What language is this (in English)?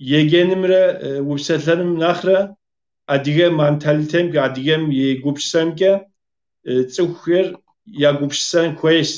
Kabardian